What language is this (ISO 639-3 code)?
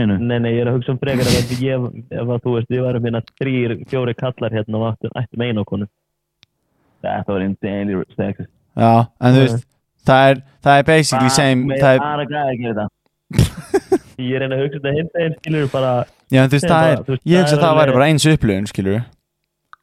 isl